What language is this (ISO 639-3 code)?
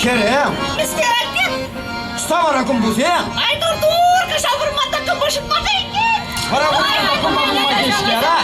chv